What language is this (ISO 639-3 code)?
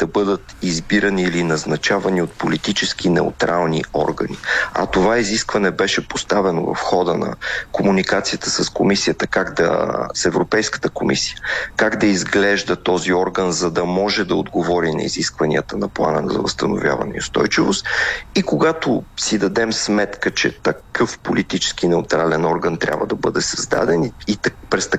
bul